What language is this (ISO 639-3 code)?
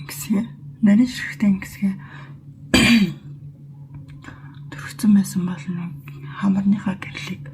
mon